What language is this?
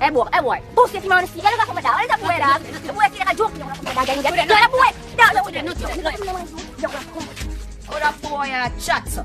Jamaican Creole English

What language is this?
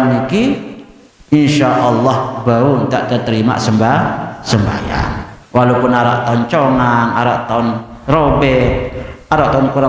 Sasak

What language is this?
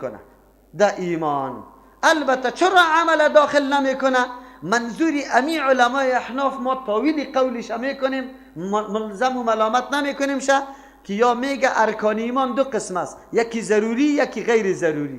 Persian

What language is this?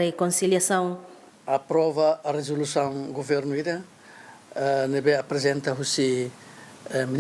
Tetum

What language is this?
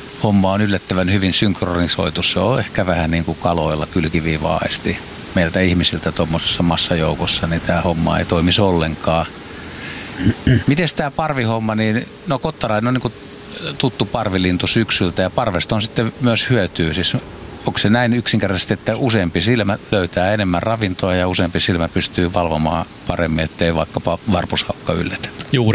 Finnish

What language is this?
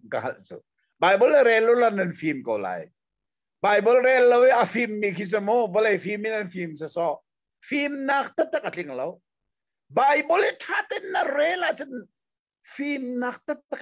Hakha Chin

